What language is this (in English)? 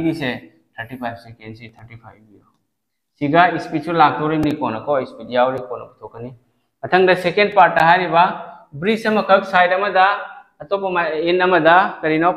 Manipuri